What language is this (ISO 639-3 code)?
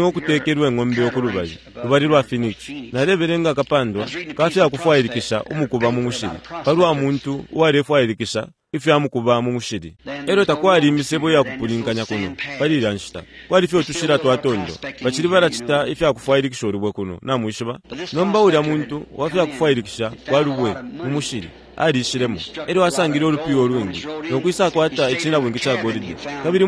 bem